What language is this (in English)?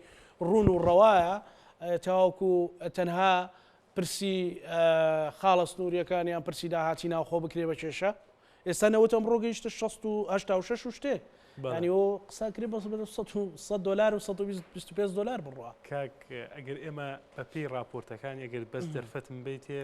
Central Kurdish